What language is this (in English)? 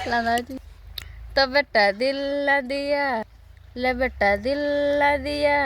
Santali